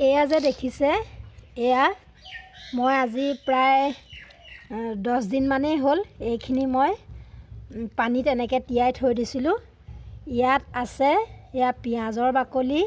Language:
Assamese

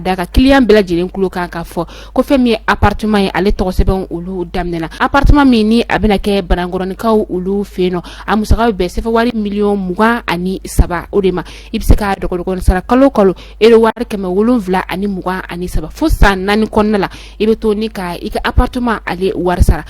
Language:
Bambara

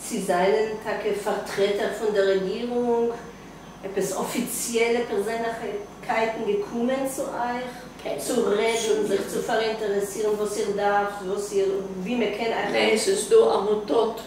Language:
Yiddish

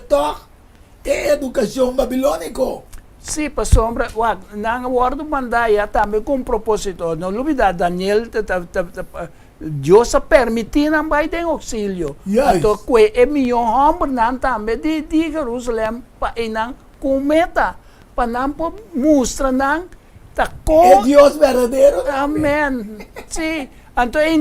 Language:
Papiamento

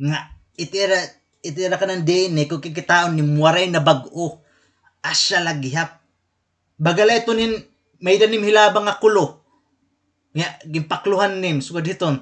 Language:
Waray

